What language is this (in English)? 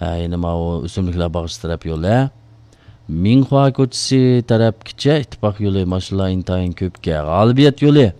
Uyghur